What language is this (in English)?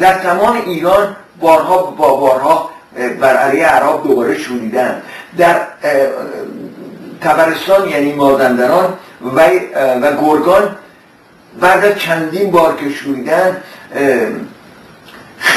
Persian